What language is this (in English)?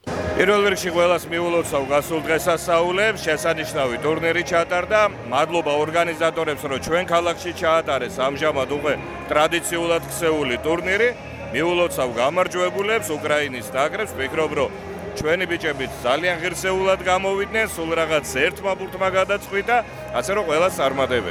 Georgian